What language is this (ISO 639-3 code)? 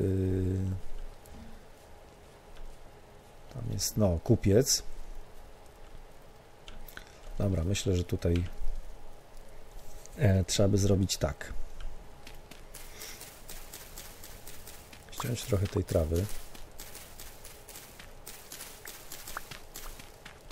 pol